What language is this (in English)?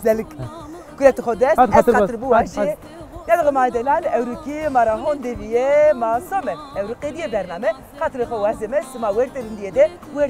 Zaza